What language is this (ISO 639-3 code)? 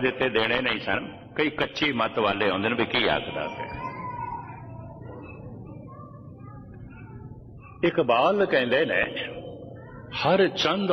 pan